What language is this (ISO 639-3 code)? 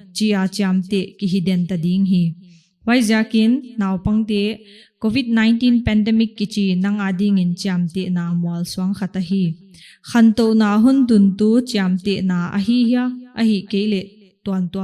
pck